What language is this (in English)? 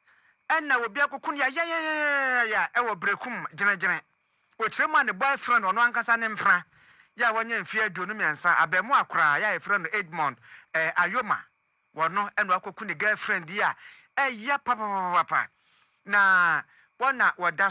Akan